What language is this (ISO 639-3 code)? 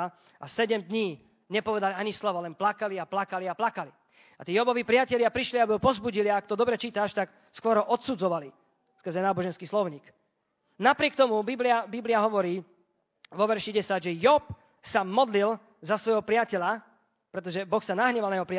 slk